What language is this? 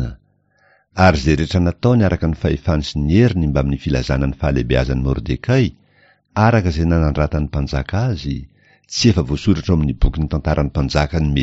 Malagasy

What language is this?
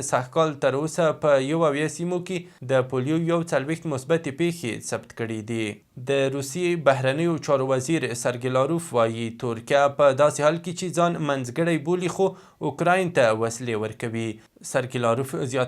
Pashto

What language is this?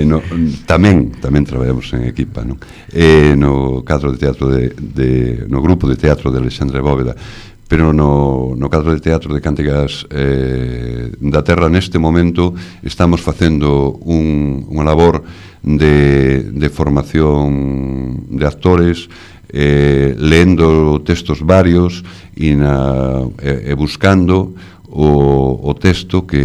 Galician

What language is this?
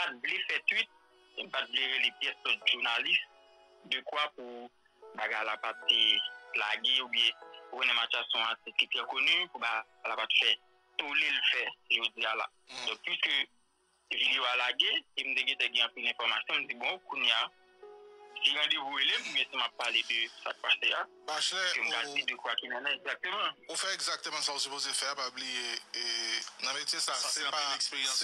Haitian Creole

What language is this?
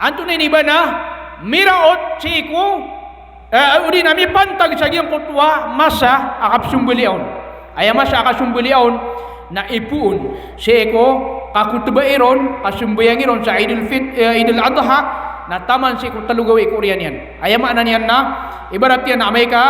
Maranao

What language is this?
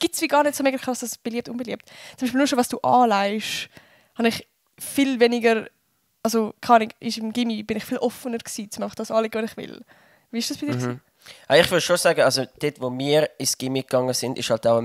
Swiss German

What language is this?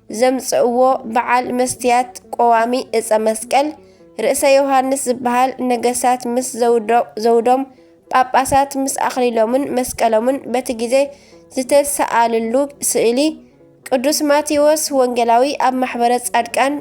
Tigrinya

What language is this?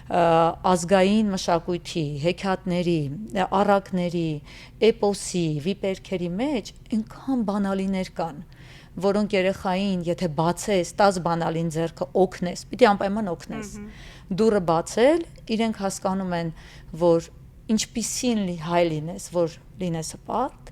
Western Armenian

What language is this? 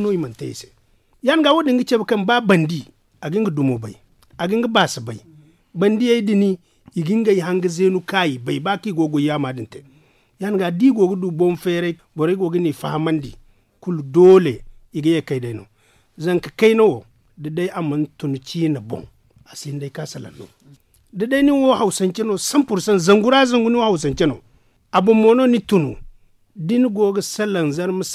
Zarma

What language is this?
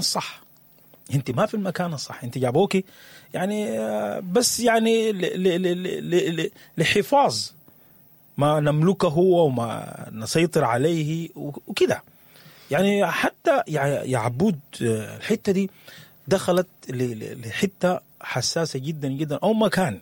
Sudanese Arabic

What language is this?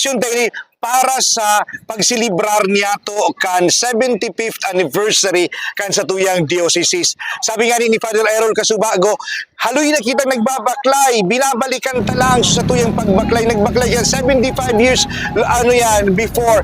Bikol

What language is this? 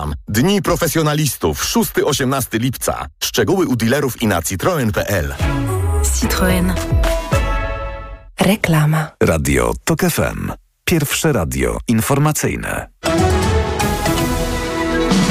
Polish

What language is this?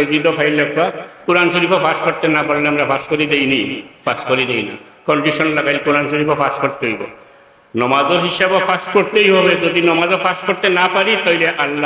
Sylheti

